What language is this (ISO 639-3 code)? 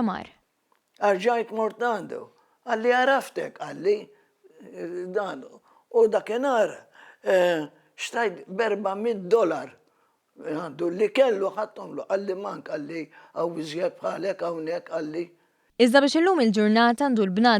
mlt